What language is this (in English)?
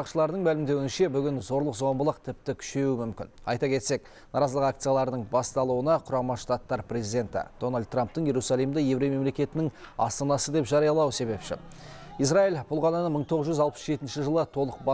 Kazakh